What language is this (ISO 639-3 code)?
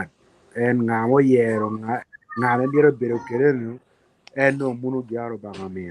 ach